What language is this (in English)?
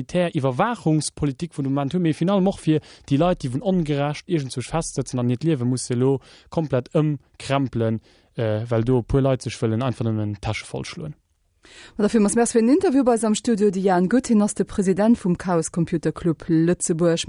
Luxembourgish